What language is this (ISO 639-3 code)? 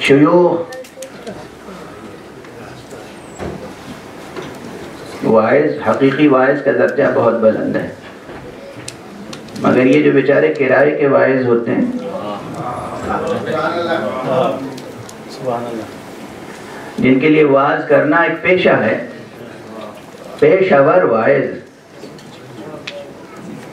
urd